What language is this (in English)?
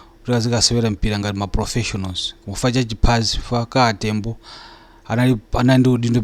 Nyanja